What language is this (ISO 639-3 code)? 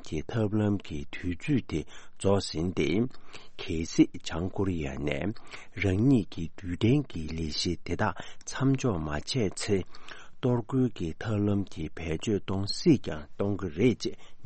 bod